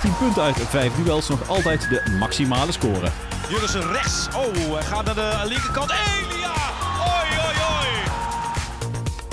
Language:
Dutch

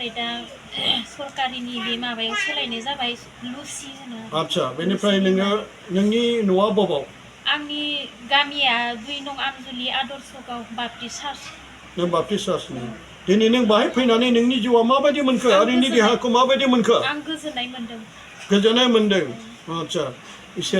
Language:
Bodo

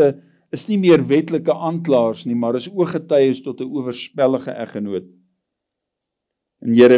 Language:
Afrikaans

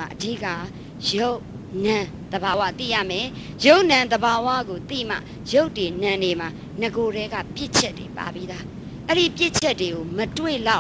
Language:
Burmese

